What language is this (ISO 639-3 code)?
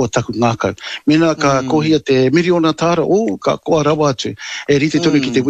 mri